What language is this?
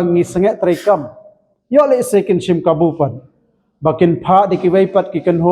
Khasi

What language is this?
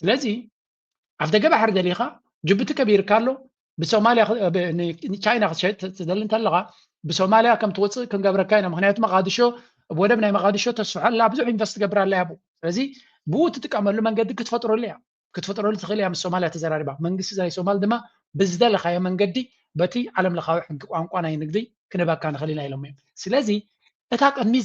Tigrinya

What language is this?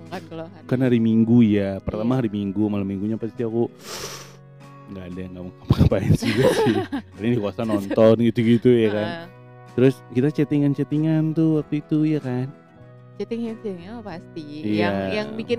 Indonesian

